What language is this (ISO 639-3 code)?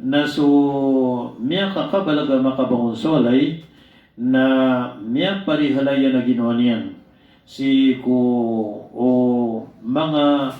mrw